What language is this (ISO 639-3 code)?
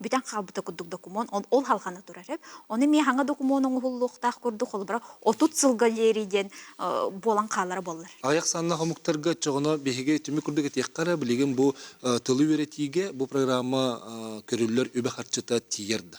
sah